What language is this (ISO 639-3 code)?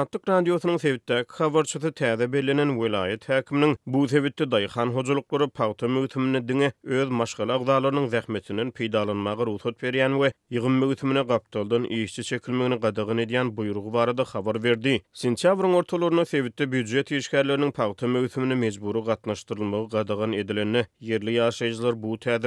tuk